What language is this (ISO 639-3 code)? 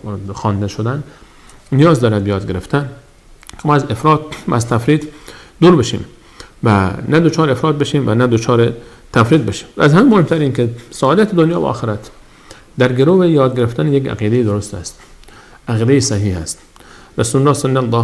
fas